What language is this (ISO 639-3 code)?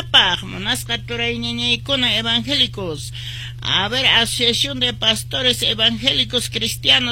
que